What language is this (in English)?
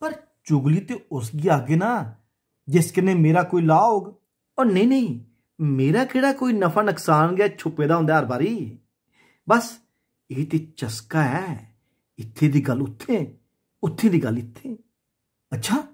Dogri